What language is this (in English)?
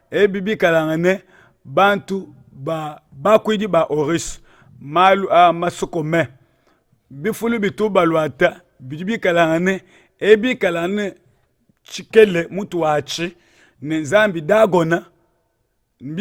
Luba-Lulua